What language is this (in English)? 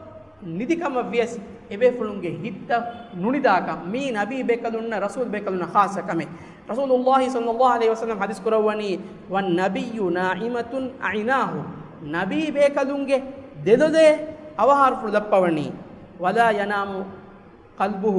Divehi